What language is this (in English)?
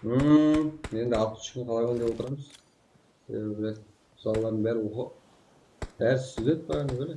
Kara-Kalpak